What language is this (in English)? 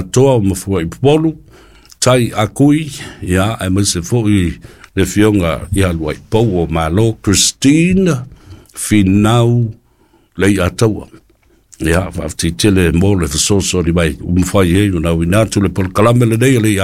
Samoan